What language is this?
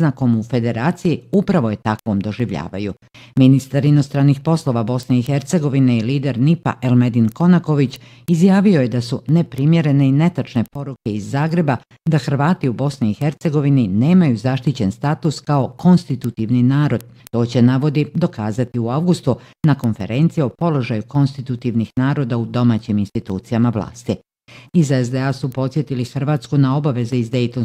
Bosnian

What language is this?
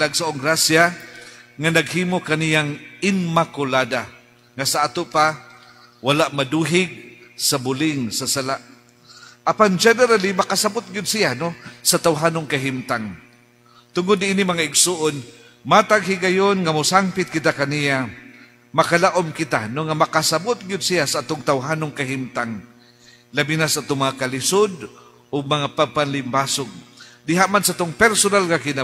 Cebuano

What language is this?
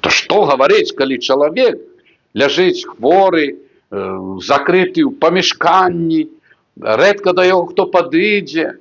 Belarusian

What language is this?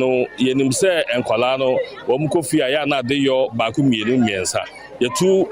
Akan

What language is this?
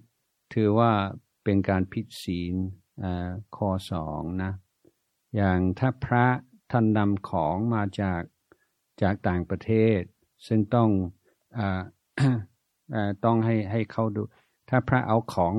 Thai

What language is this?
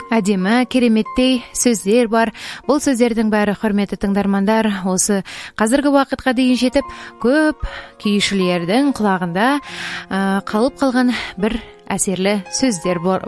Kazakh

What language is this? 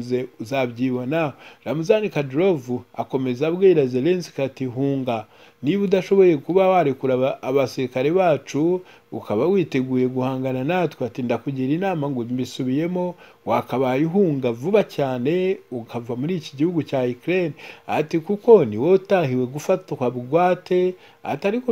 Kinyarwanda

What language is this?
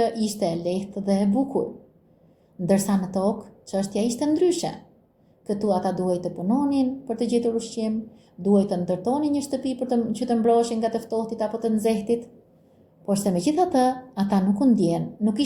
Albanian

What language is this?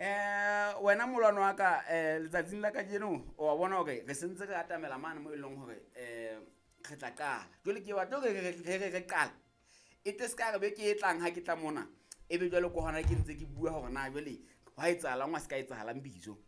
Southern Sotho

